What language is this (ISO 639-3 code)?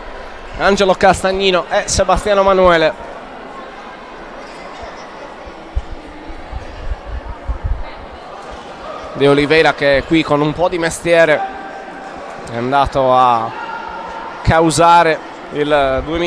ita